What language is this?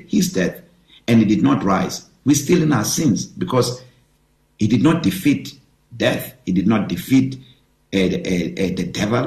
English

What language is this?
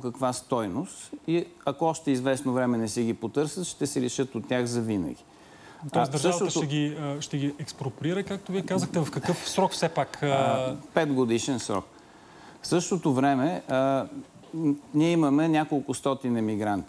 Bulgarian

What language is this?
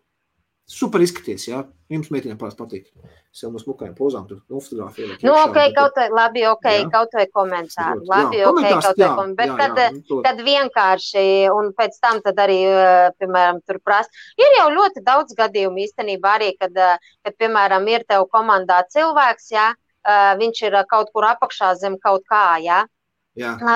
Latvian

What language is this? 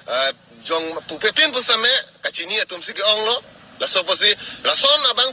Karbi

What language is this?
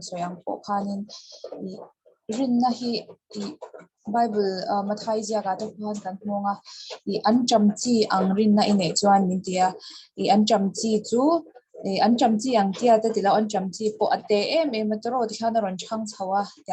Mizo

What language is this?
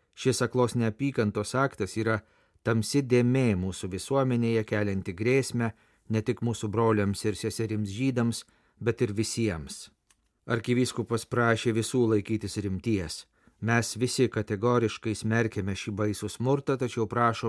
Lithuanian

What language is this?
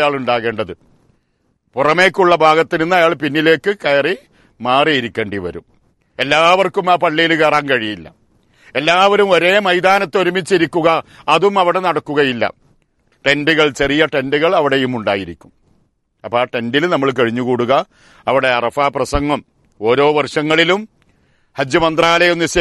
Malayalam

